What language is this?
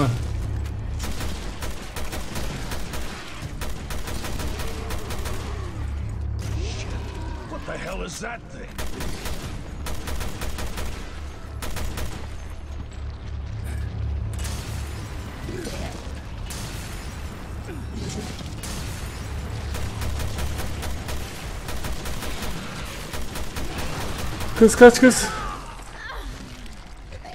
Turkish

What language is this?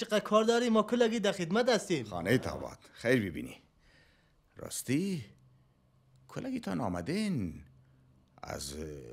Persian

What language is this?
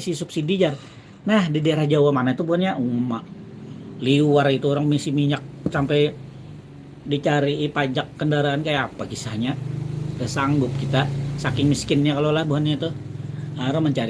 Banjar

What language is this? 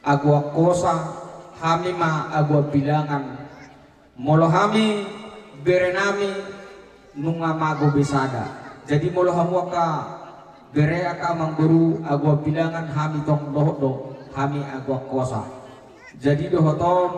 Batak Toba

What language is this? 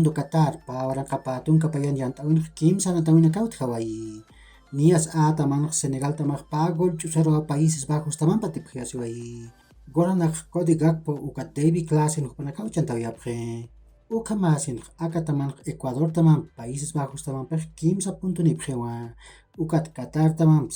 Aymara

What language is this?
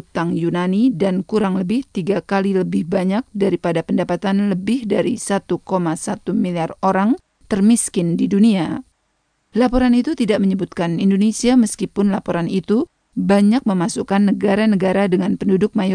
Indonesian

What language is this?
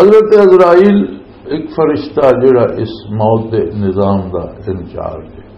Western Panjabi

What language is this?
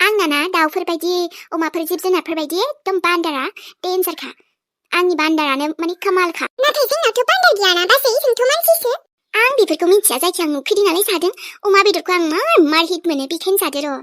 Bodo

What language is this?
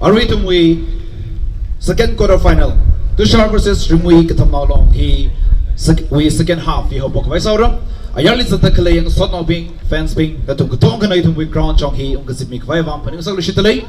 Tangkhul Naga (India)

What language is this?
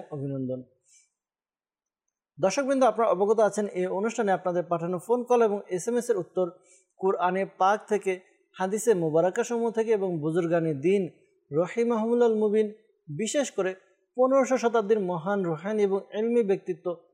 Bangla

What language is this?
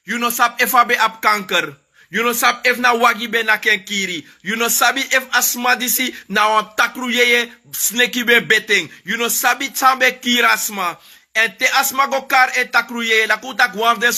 Sranan Tongo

